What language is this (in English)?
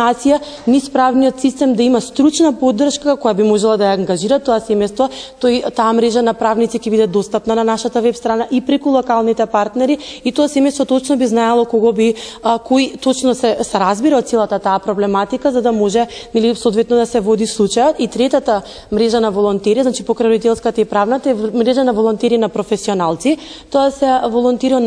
Macedonian